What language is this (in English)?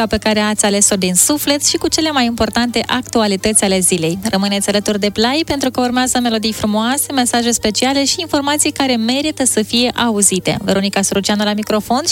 Romanian